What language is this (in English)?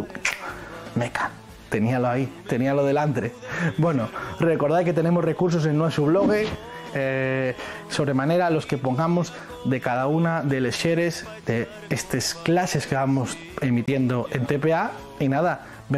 Asturian